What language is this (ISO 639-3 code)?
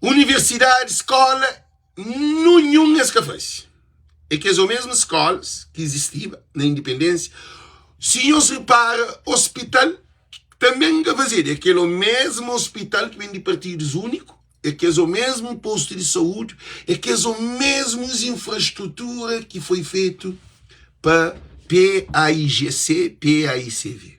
kea